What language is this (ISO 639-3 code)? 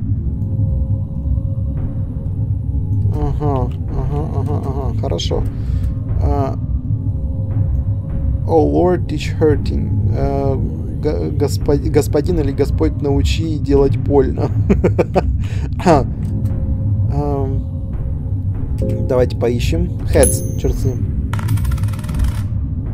rus